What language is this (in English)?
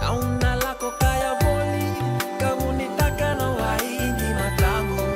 Fijian